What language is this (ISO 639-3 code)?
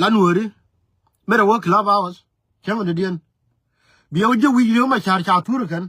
nus